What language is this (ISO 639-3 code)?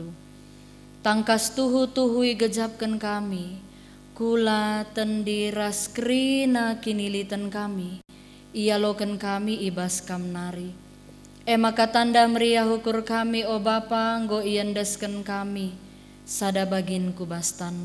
btx